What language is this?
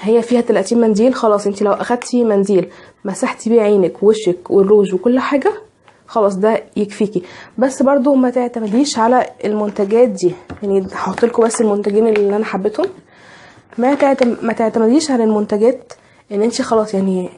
Egyptian Arabic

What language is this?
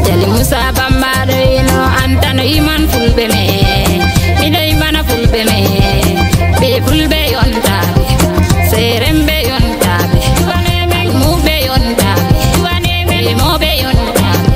Fula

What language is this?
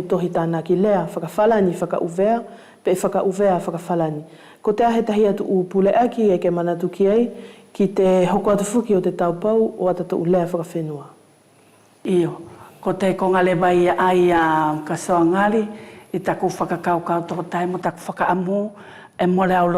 Wallisian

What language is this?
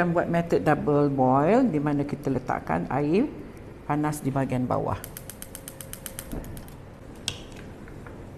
Malay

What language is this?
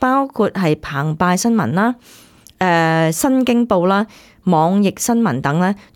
Cantonese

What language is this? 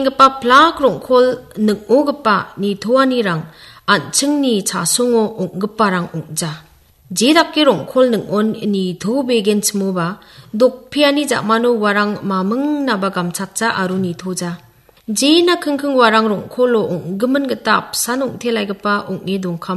Garo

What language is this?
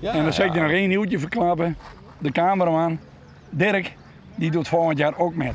Western Frisian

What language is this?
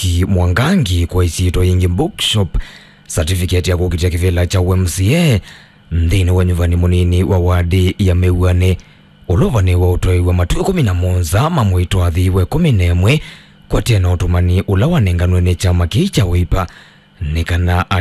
Kamba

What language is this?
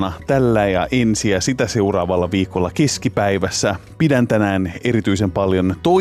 Finnish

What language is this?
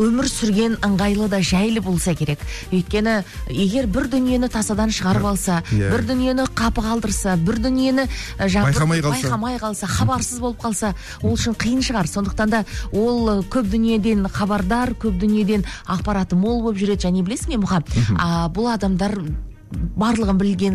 Kazakh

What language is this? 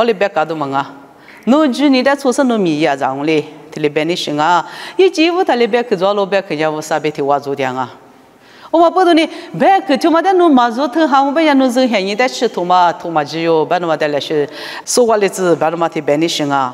Lisu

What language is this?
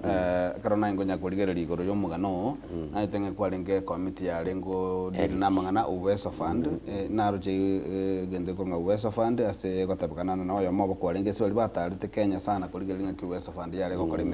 Gusii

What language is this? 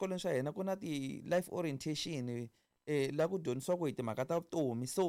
Tsonga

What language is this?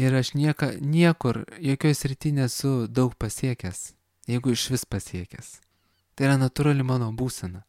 Lithuanian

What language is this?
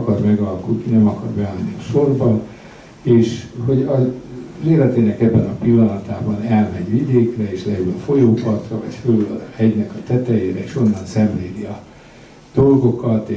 Hungarian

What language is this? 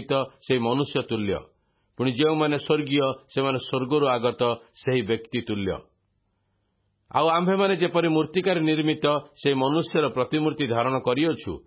Odia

